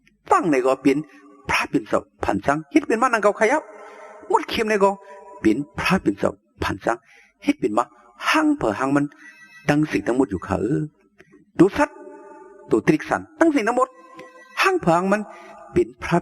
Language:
Shan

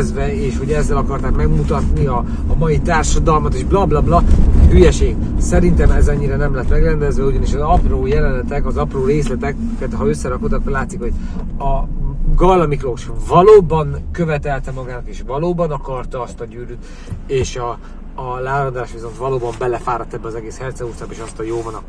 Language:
Hungarian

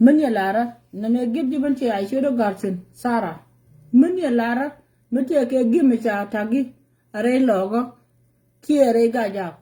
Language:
Nuer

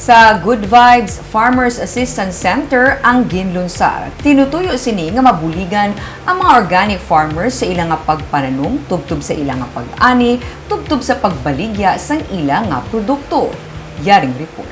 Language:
Hiligaynon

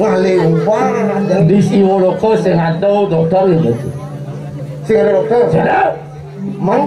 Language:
Balinese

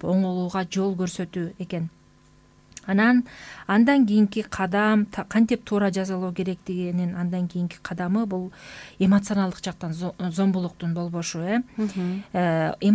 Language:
Kyrgyz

